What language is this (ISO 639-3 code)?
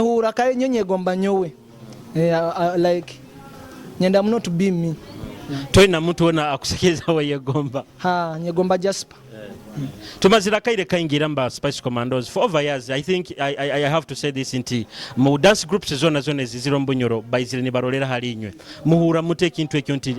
nyo